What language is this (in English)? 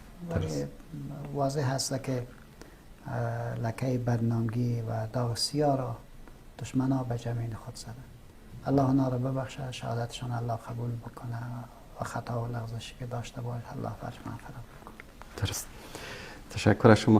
Persian